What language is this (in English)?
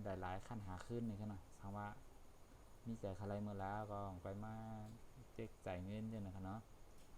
Shan